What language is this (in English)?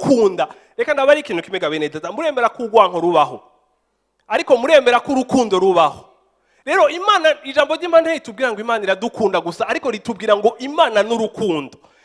Rundi